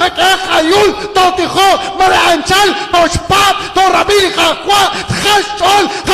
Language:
Kekchí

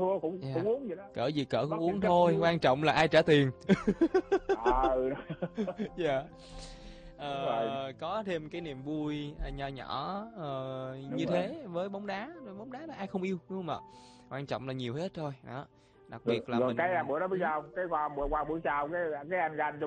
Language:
Vietnamese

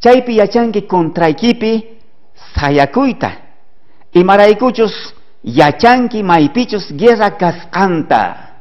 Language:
South Bolivian Quechua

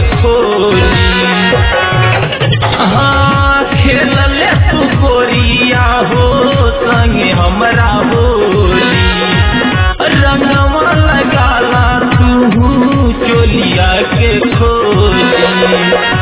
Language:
Bhojpuri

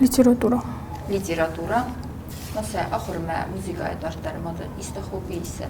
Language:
Ossetic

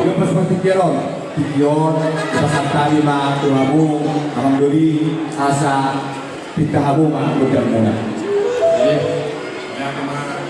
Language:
Batak Toba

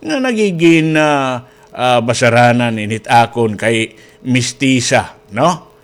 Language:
Waray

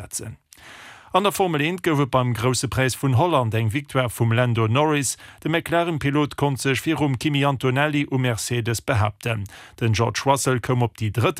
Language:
Luxembourgish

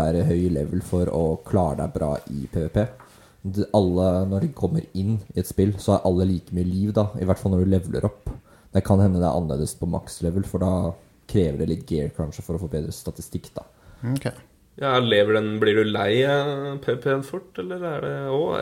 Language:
Norwegian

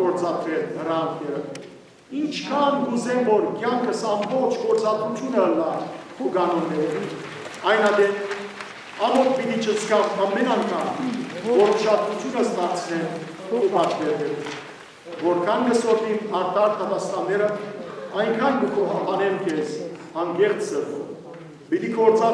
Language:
Western Armenian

